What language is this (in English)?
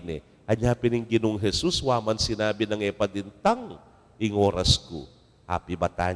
Pampanga